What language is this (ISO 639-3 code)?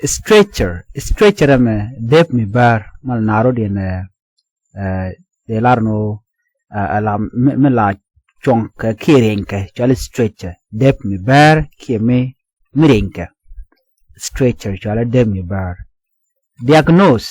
nus